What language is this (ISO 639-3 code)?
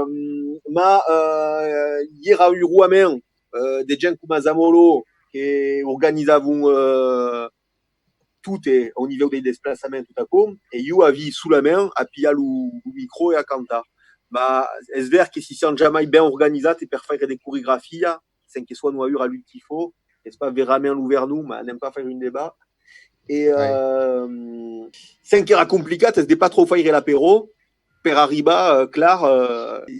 oci